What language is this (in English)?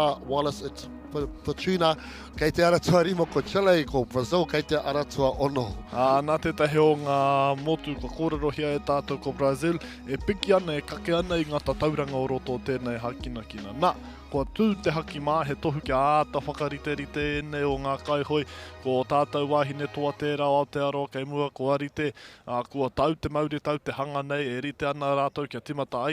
Māori